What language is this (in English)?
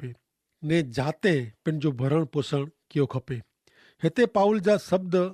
Kachhi